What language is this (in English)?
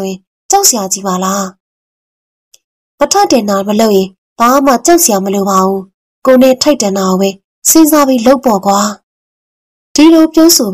Burmese